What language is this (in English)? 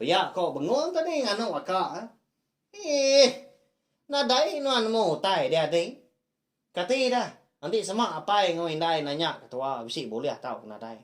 Iban